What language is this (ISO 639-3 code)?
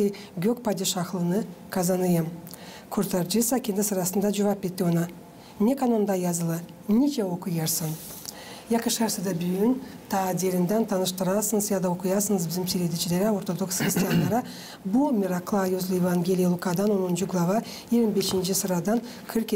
gag